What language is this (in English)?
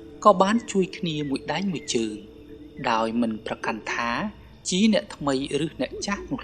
Khmer